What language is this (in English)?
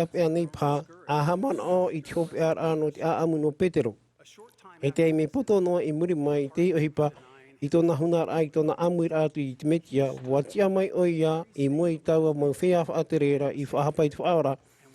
Tahitian